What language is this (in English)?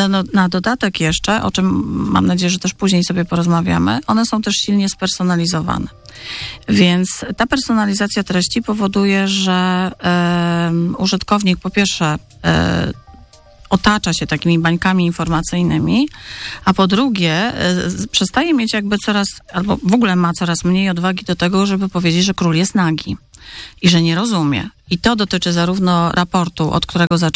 Polish